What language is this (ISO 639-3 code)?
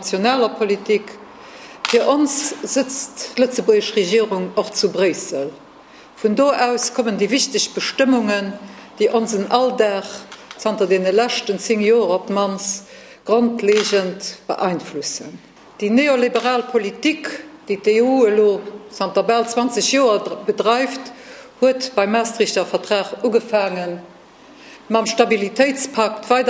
ltz